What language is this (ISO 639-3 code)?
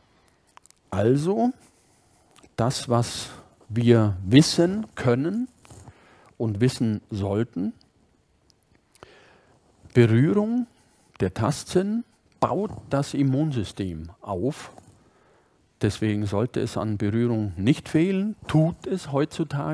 deu